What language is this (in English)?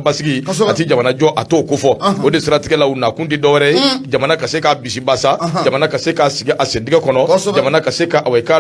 Bambara